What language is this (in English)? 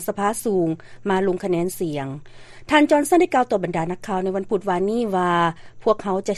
Lao